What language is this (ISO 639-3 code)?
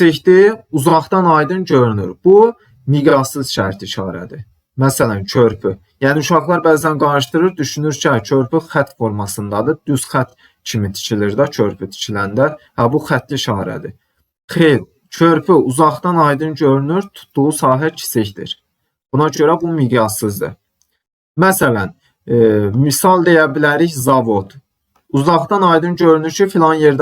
aze